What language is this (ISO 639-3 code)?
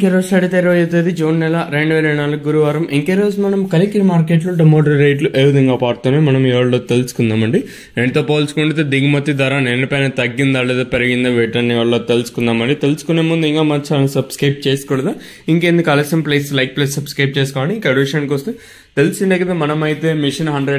tel